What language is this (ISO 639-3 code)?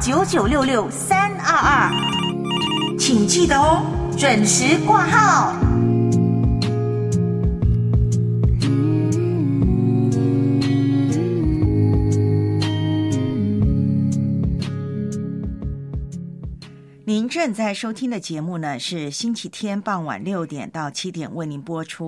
zho